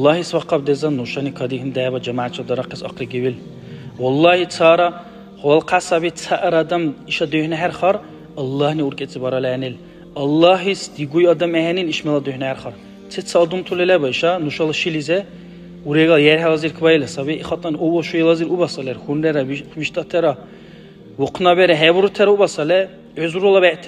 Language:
Dargwa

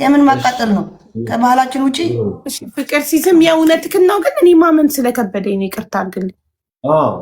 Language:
Amharic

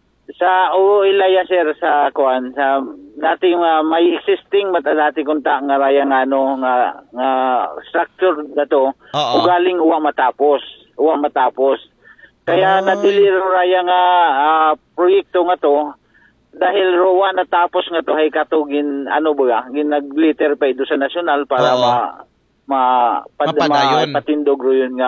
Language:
Aklanon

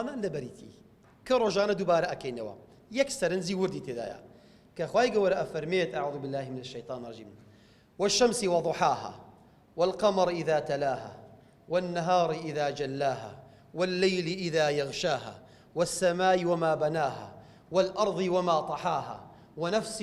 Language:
Central Kurdish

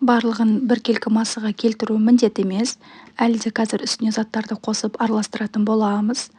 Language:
Kazakh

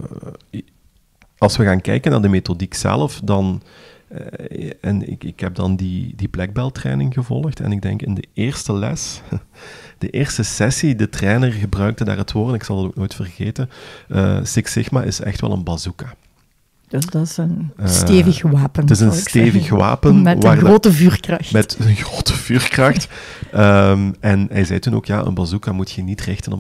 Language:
Dutch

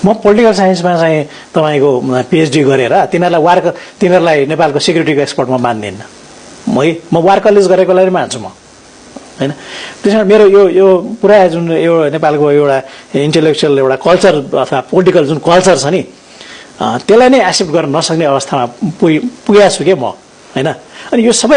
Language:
Nepali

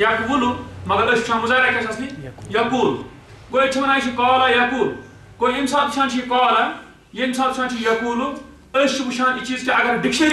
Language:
Kashmiri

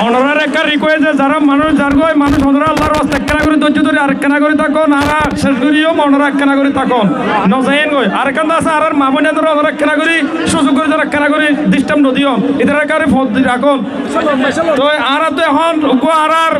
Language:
Rohingya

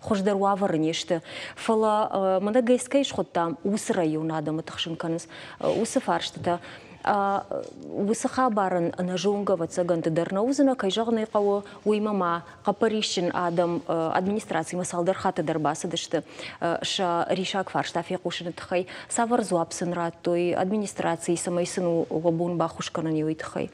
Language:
Ossetic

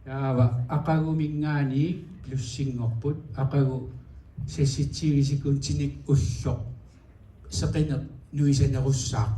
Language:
Kalaallisut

